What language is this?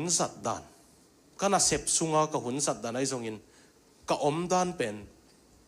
Tedim Chin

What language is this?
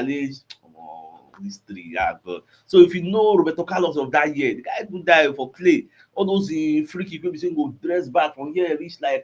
Nigerian Pidgin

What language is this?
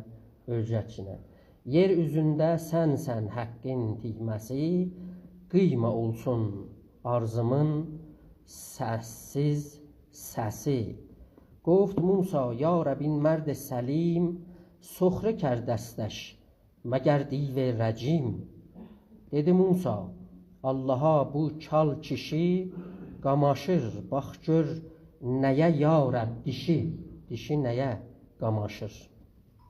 South Azerbaijani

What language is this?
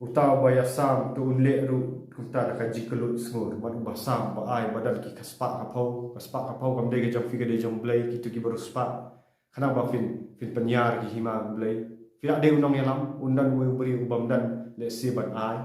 Khasi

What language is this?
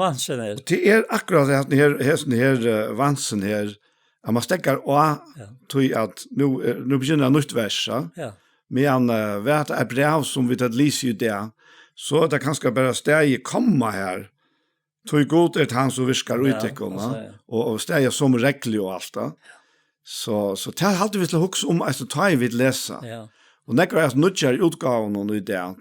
Faroese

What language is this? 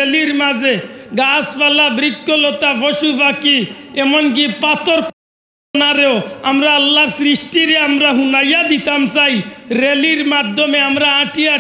Sylheti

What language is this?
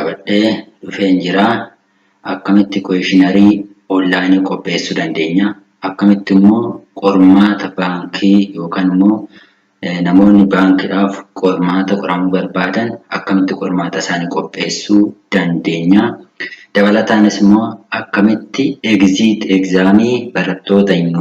Oromo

